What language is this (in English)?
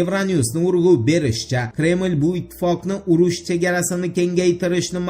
Uzbek